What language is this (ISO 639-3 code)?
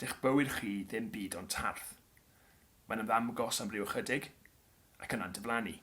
cym